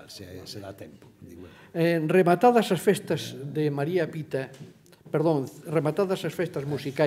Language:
Galician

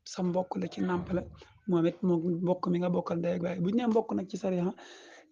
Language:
Wolof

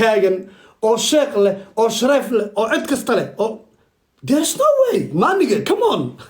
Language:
Somali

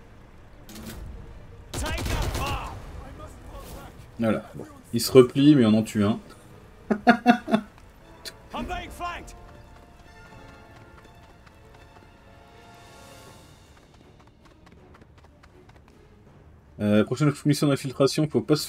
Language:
French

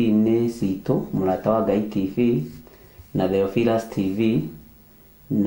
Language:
Kikuyu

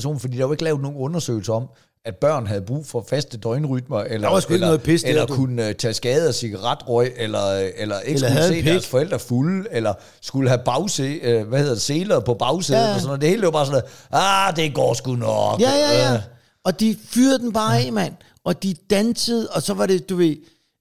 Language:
Danish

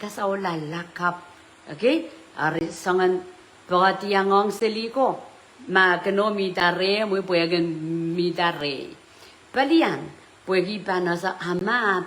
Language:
Pohnpeian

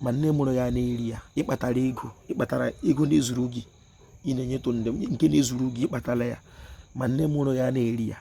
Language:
Igbo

